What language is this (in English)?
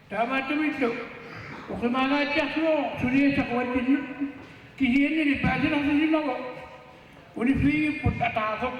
Kalaallisut